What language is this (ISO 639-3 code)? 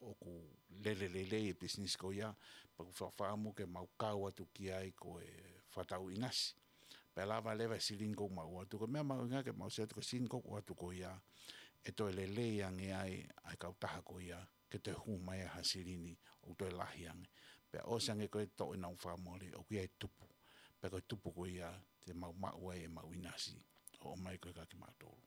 ton